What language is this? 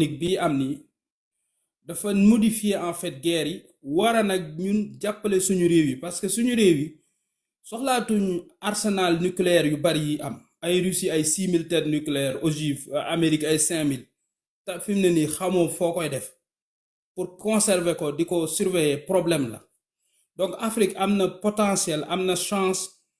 Wolof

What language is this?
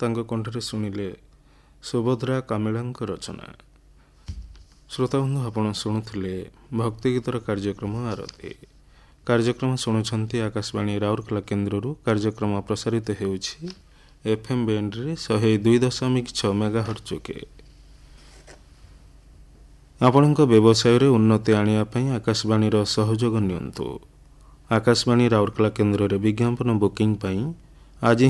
Odia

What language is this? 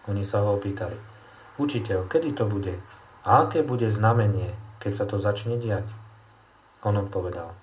Slovak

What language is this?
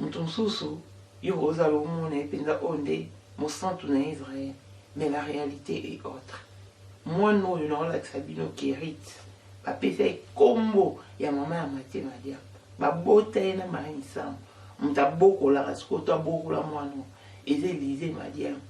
Lingala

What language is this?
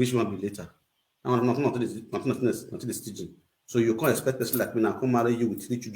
Nigerian Pidgin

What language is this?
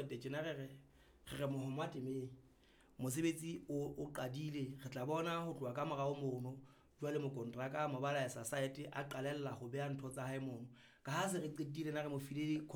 Southern Sotho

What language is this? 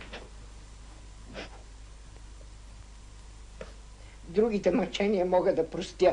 Bulgarian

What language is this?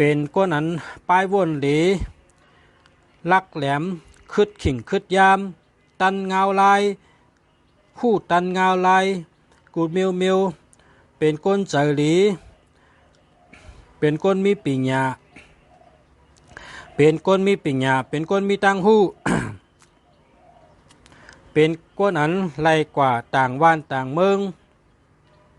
Shan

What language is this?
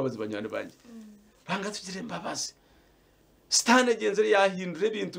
Nyankole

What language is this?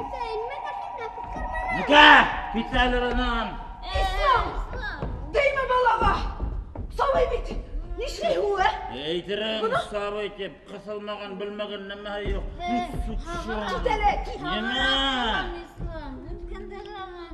Bashkir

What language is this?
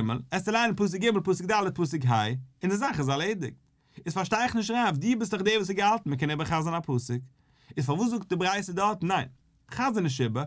Yiddish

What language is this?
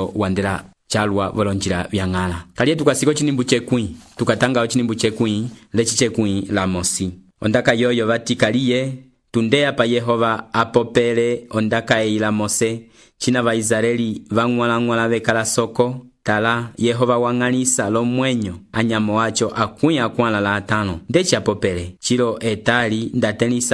Umbundu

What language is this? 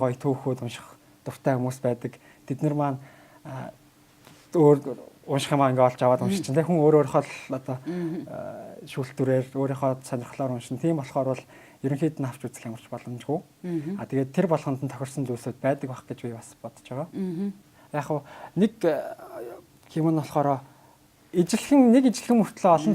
Mongolian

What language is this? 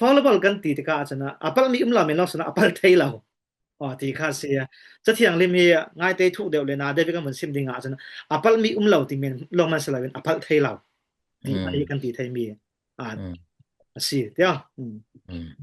Falam Chin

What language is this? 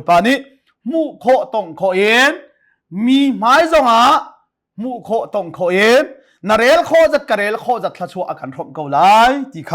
Hakha Chin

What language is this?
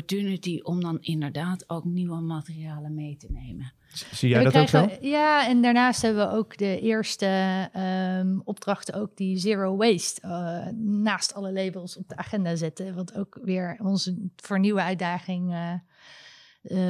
Dutch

